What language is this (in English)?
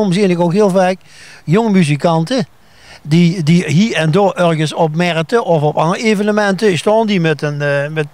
Limburgish